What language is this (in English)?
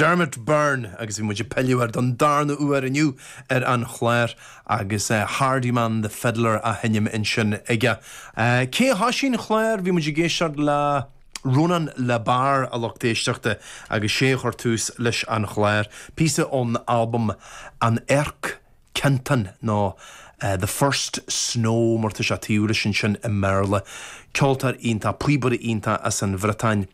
Irish